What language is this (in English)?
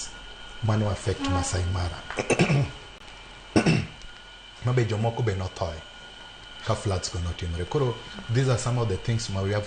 Luo (Kenya and Tanzania)